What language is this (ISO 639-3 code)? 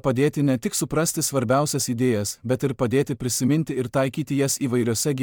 lit